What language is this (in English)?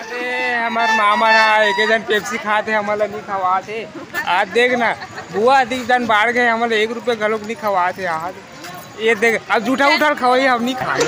Chhattisgarhi